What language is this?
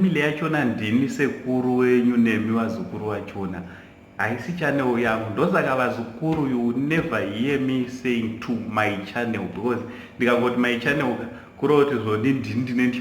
Shona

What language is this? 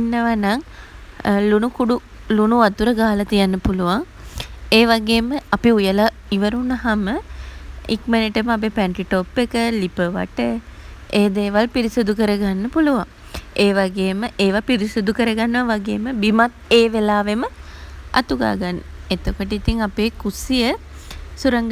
Sinhala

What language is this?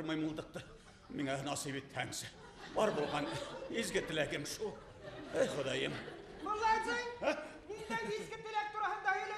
Bashkir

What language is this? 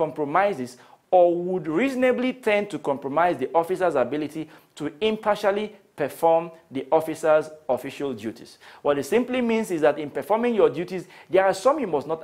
English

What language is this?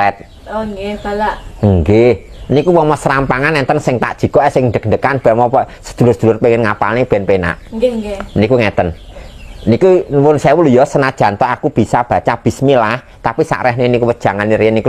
Javanese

